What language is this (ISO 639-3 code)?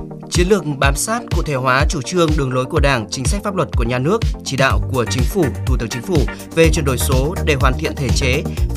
vie